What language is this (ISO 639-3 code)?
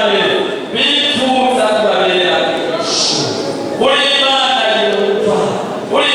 run